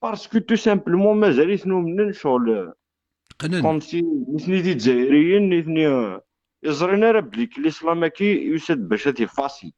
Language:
Kabyle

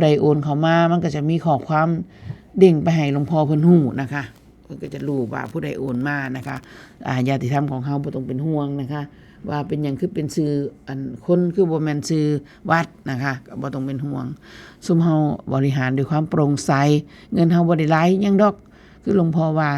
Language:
Northeastern Thai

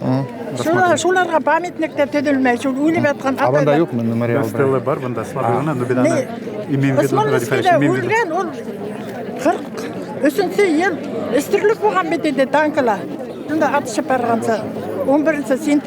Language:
Bashkir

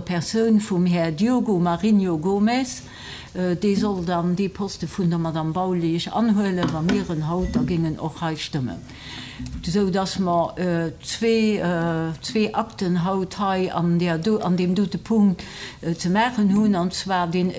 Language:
Luxembourgish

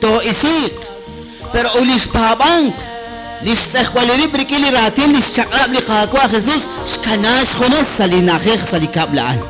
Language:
Kekchí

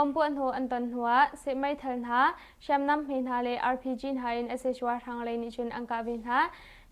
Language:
Hakha Chin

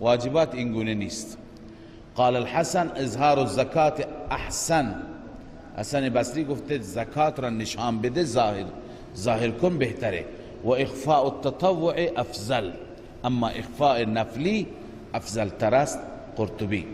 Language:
Persian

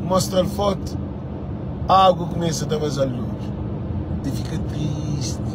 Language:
Kabuverdianu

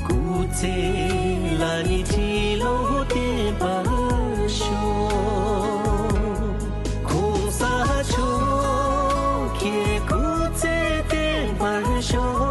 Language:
Tibetan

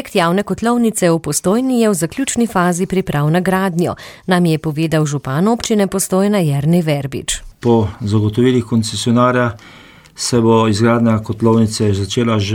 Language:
Slovenian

